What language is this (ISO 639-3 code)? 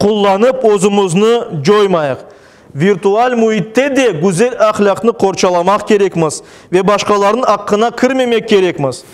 crh